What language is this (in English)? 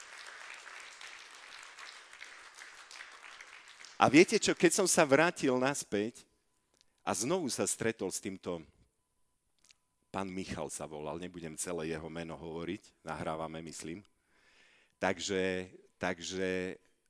Slovak